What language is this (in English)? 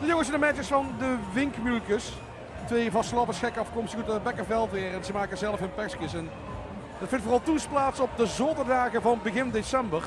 Limburgish